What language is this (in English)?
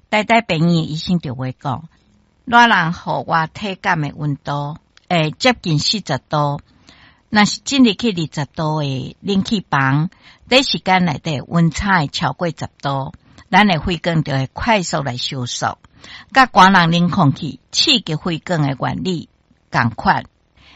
Min Nan Chinese